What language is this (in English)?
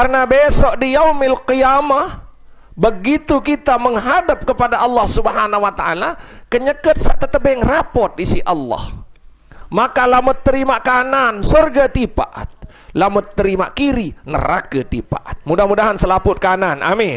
Sasak